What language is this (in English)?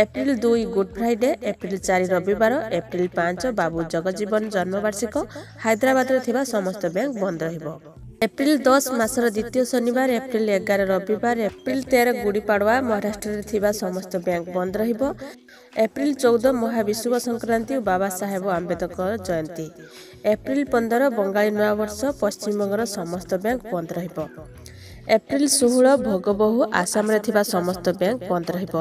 Odia